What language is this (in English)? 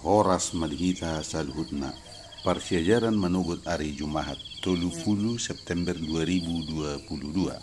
Batak Toba